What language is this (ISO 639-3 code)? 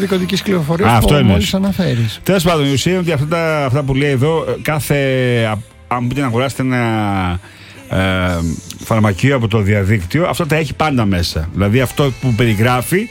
ell